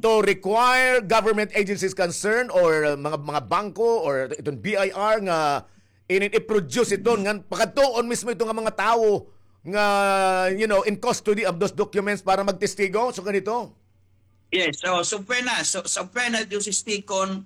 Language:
Waray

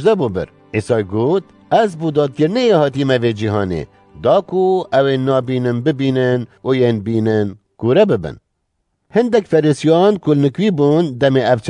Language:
Kurdish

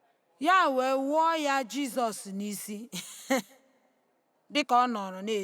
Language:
Igbo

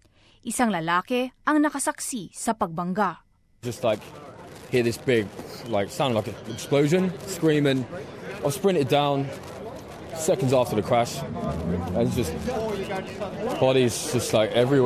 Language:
Filipino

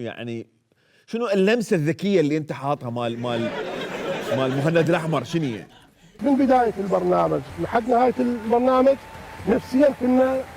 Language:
Mesopotamian Arabic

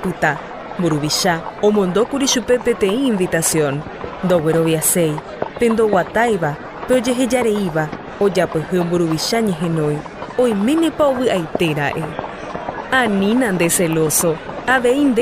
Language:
Guarani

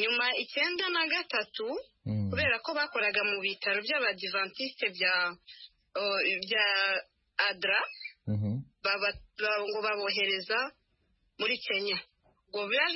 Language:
Kinyarwanda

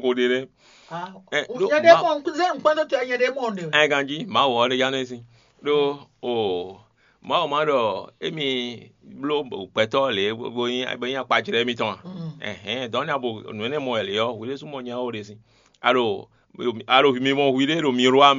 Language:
Fon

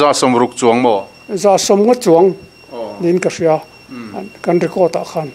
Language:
Mizo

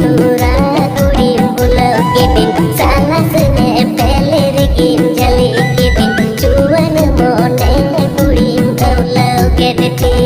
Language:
Santali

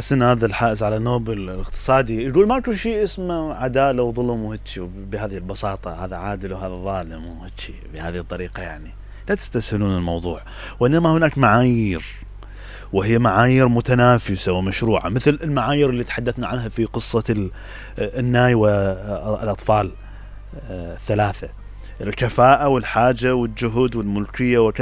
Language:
Mesopotamian Arabic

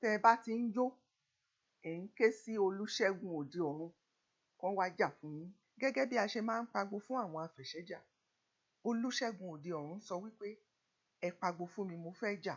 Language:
Yoruba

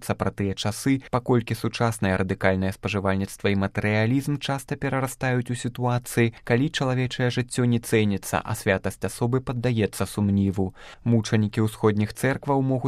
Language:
Belarusian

